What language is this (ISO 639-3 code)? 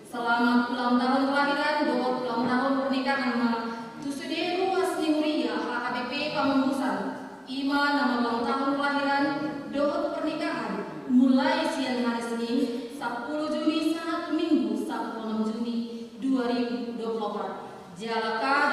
bbc